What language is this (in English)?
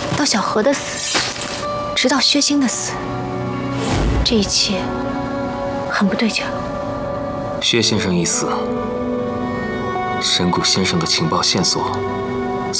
Chinese